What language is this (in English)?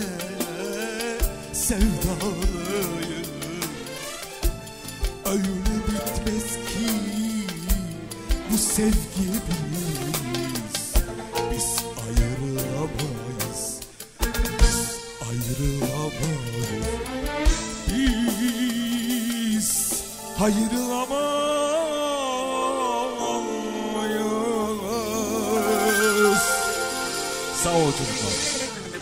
Turkish